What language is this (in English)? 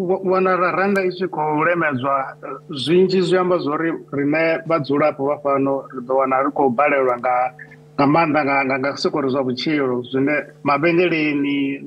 Venda